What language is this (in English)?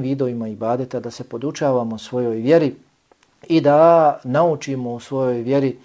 Bosnian